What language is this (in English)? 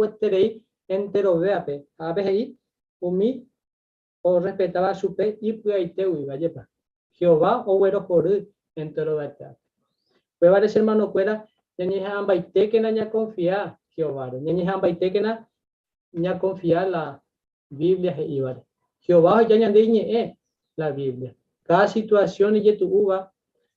Guarani